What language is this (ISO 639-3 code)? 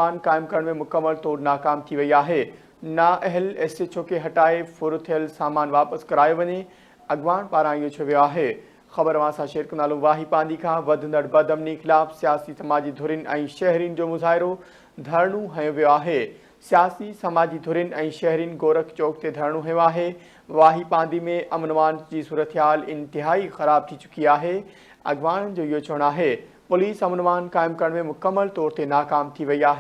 snd